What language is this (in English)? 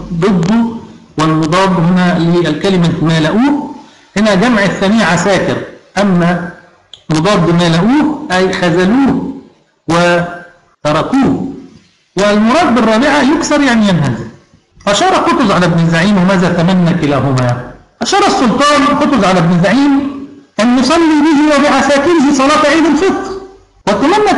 Egyptian Arabic